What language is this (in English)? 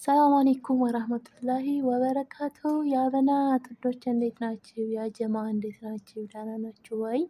Amharic